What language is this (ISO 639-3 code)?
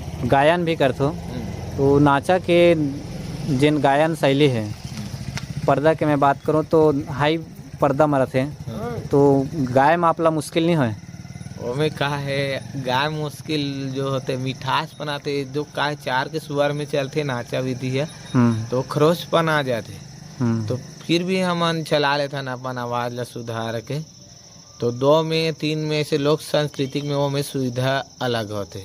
hne